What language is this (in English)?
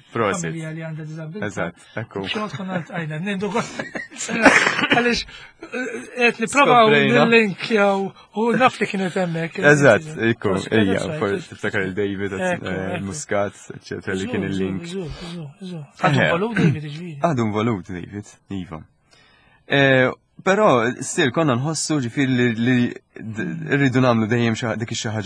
Maltese